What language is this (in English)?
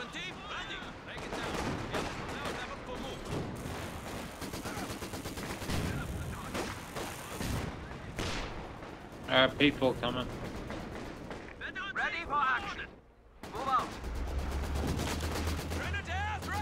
English